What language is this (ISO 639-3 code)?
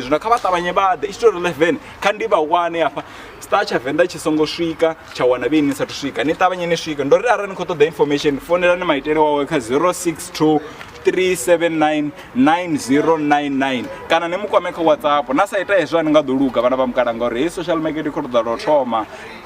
ven